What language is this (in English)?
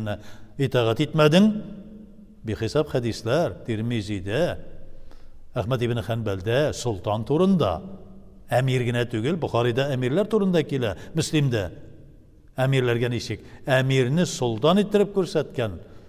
Tatar